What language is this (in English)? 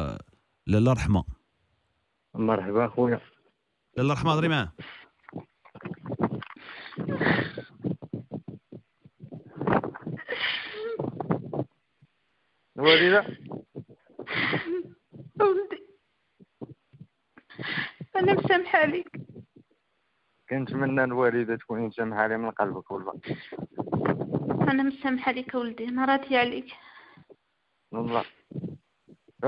Moroccan Arabic